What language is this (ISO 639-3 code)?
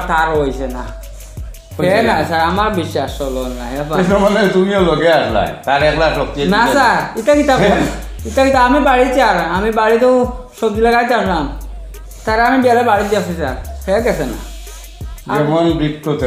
syl